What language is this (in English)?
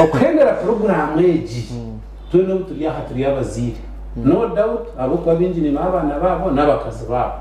Nyankole